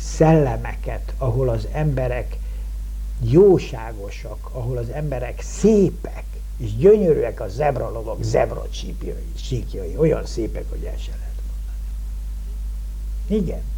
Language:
Hungarian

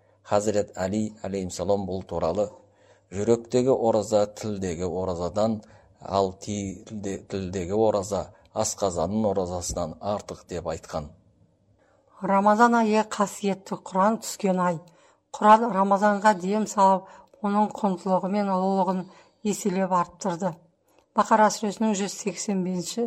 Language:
Kazakh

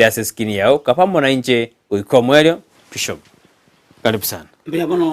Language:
Gusii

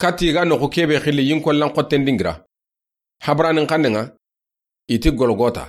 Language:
Soninke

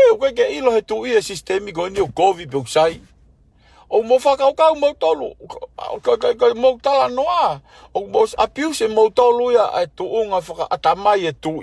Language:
Tongan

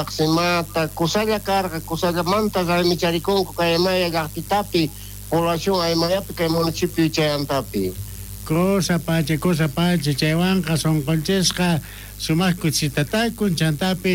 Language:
South Bolivian Quechua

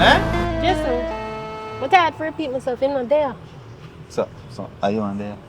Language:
Jamaican Creole English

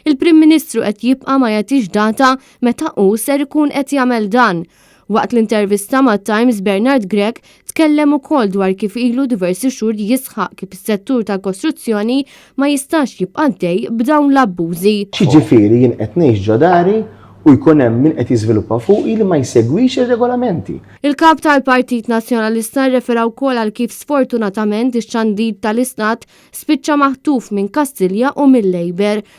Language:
Maltese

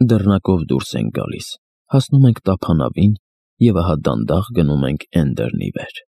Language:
Armenian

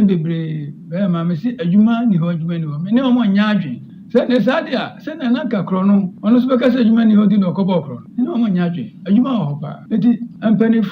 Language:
Akan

